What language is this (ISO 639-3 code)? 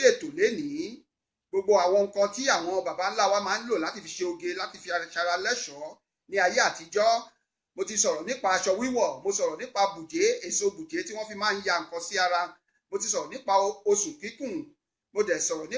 yor